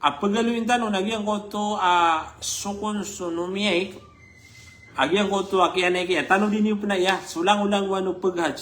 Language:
Maranao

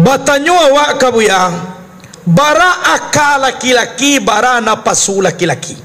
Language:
Minangkabau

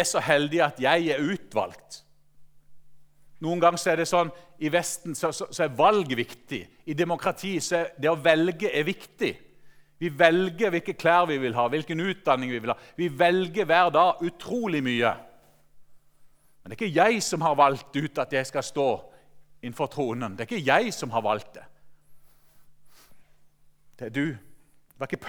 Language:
Norwegian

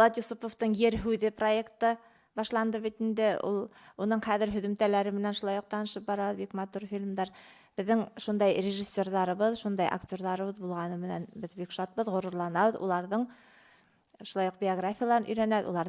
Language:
Bashkir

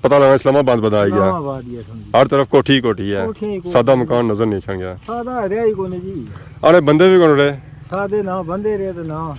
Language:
Pahari-Potwari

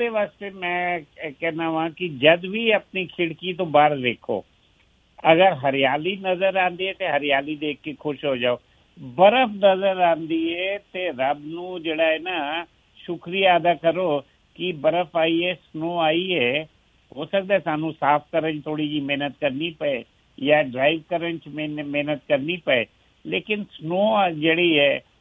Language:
Punjabi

